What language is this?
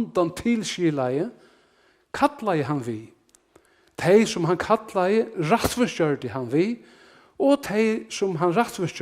Faroese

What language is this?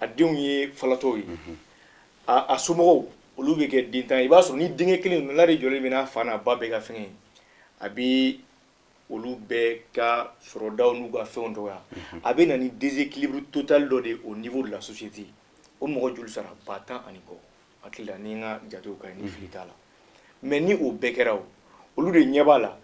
Bambara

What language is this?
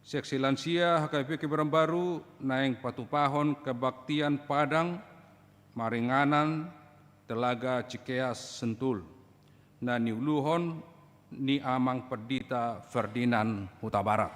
Batak Toba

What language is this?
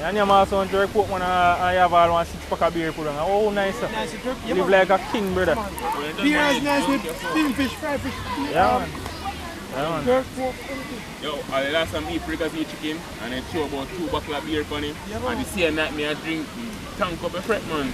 Jamaican Creole English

